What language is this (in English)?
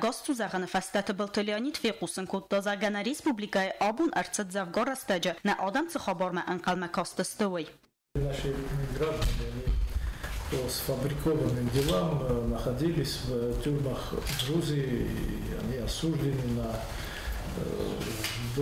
Ossetic